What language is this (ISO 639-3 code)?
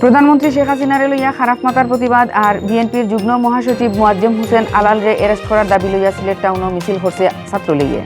syl